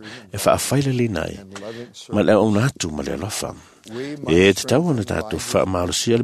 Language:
Samoan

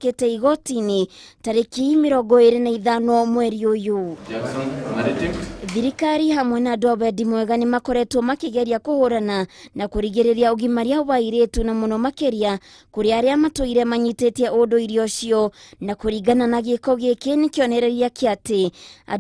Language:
Kikuyu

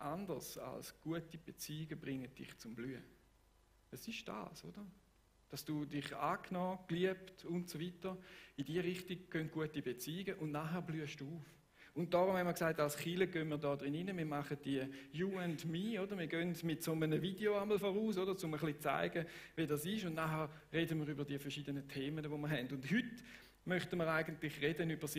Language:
Swiss German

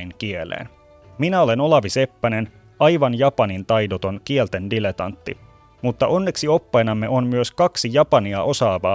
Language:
Finnish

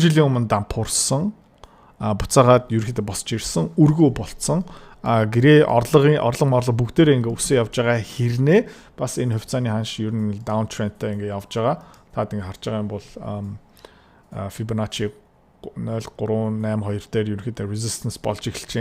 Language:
Mongolian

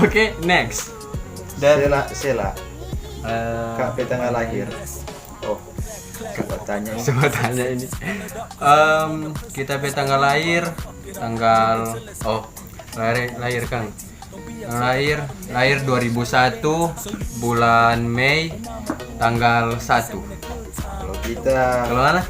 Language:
Manado Malay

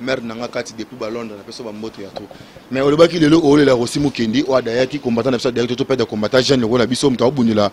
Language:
Lingala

